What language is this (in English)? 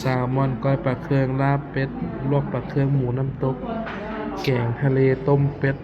Lao